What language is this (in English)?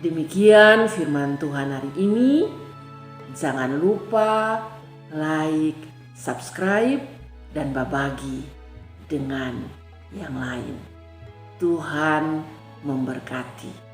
Kupang Malay